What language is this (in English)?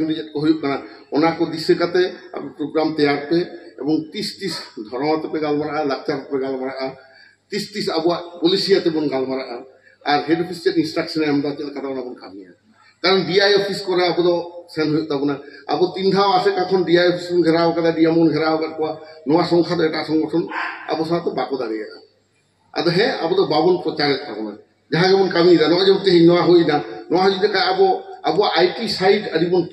Santali